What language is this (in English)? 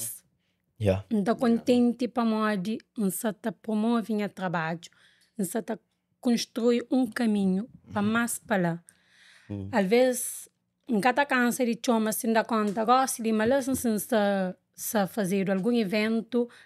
Kabuverdianu